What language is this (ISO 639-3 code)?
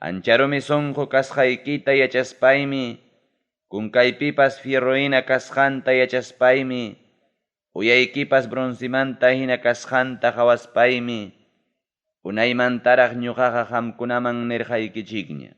quy